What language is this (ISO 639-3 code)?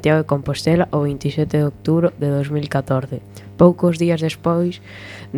glg